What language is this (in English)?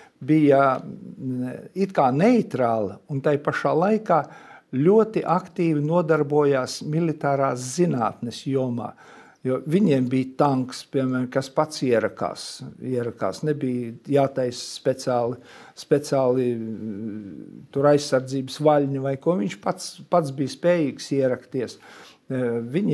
Latvian